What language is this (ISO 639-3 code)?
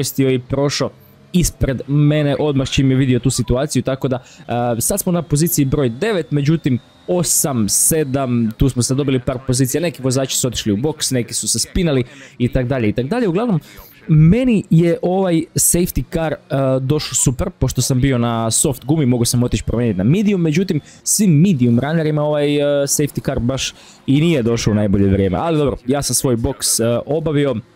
hrv